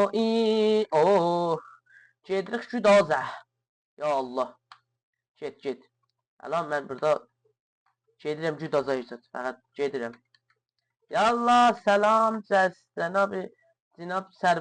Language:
South Azerbaijani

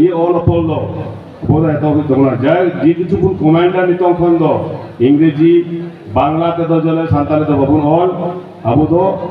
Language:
Santali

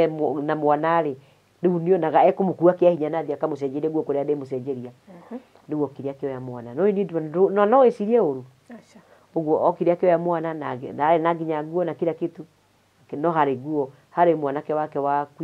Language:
Kikuyu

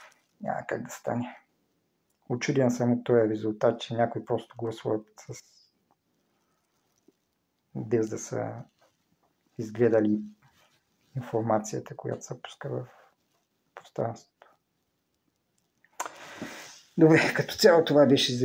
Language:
Bulgarian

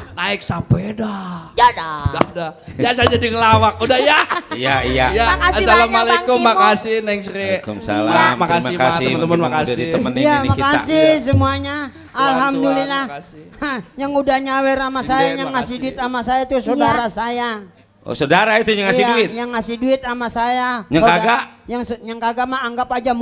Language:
Betawi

